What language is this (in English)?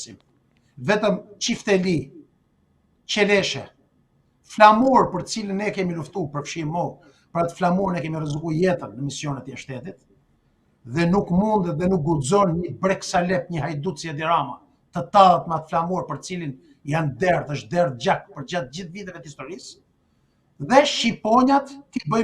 Albanian